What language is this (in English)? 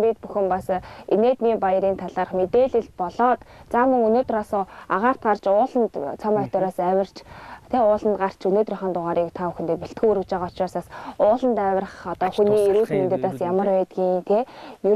Mongolian